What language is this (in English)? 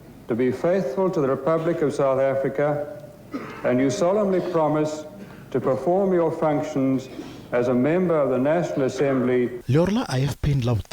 Venda